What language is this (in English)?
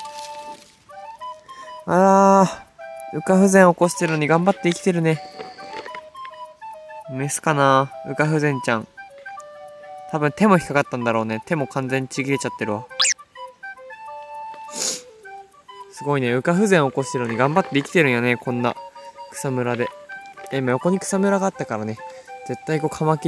Japanese